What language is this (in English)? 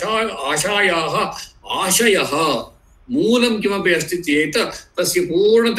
Sanskrit